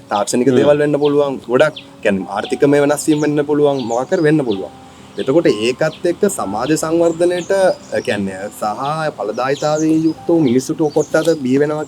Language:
Sinhala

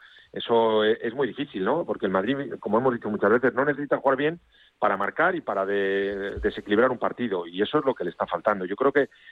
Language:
Spanish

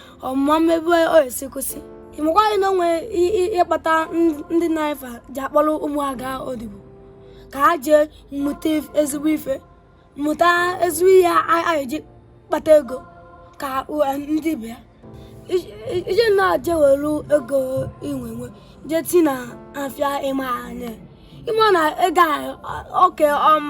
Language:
Igbo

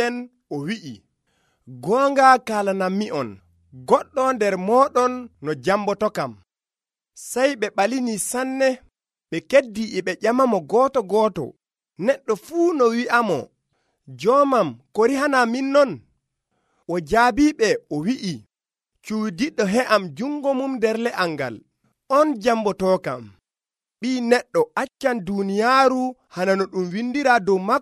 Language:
Nigerian Fulfulde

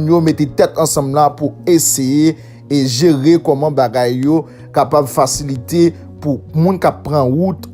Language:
Haitian Creole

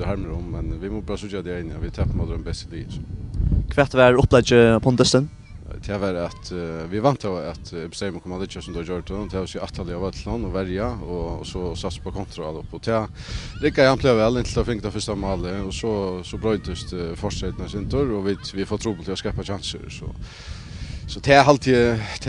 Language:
Faroese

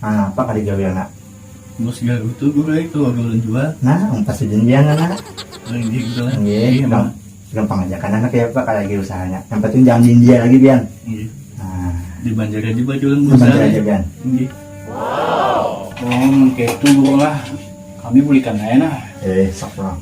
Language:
Banjar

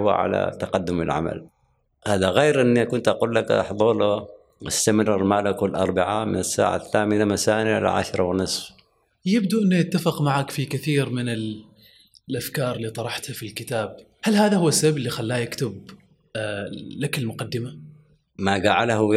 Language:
Gulf Arabic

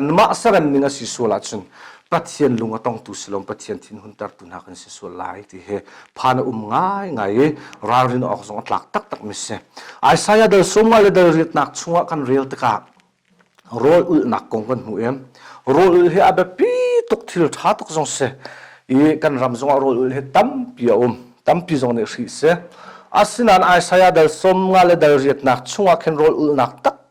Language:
Hakha Chin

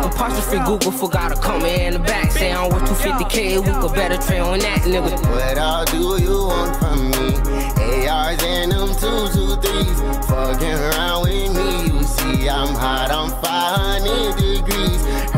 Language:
English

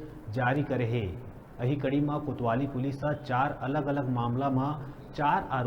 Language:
Chhattisgarhi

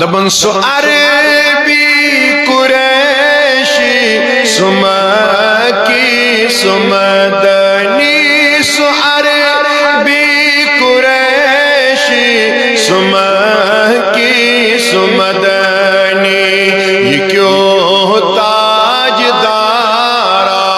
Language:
Kashmiri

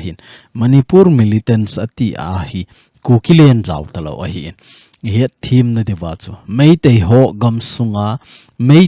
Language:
Thado Chin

